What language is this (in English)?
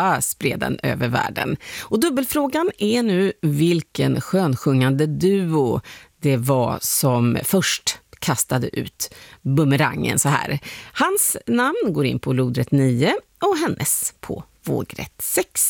Swedish